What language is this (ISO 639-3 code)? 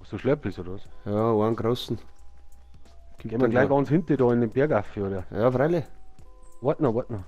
bar